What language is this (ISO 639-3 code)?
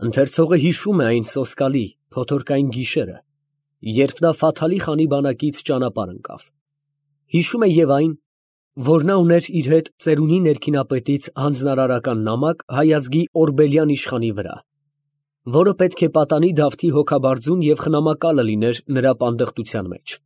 hye